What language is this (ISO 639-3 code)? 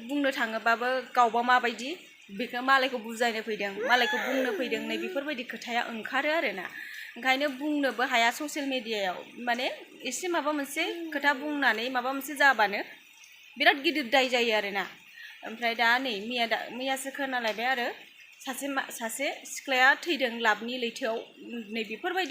brx